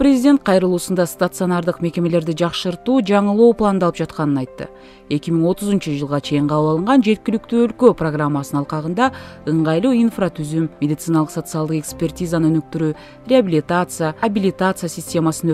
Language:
Kyrgyz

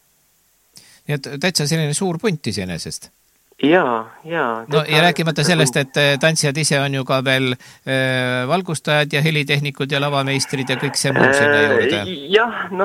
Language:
Estonian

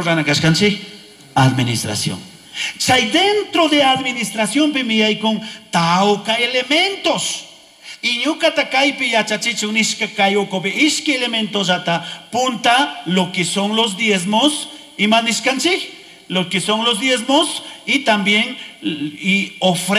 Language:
Chimborazo Highland Quichua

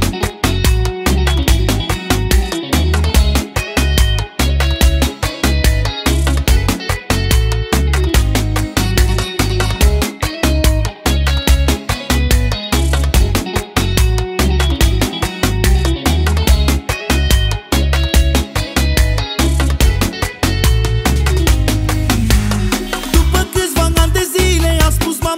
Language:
Romanian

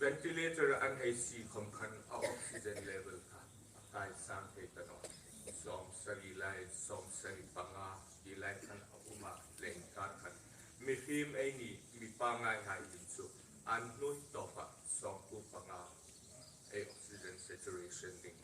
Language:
Hmar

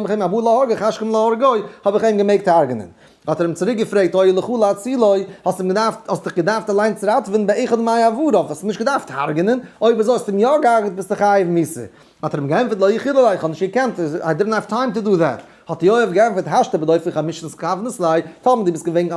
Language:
Yiddish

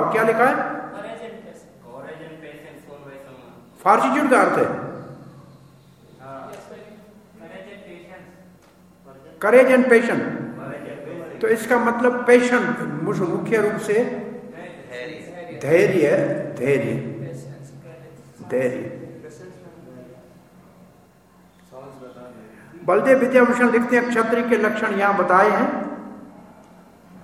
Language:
Hindi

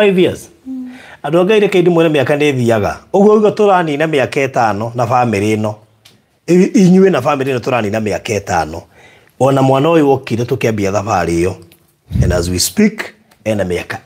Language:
Kikuyu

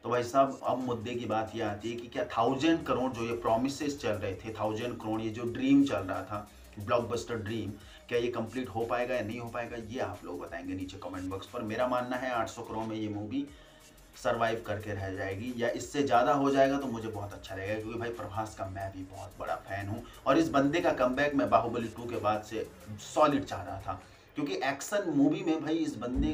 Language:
Hindi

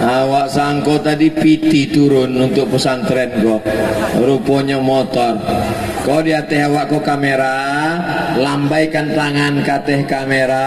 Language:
Minangkabau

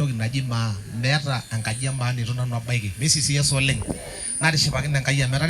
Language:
Masai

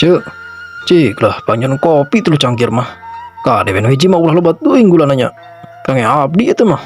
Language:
Sundanese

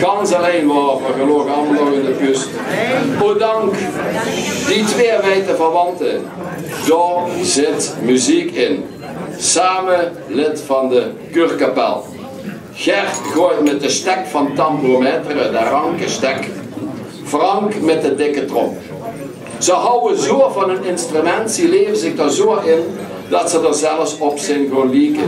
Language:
Limburgish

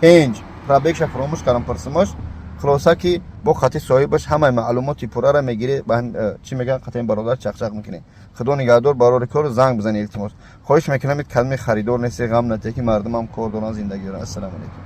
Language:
Tajik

